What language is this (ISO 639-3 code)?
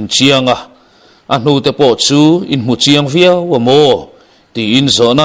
lus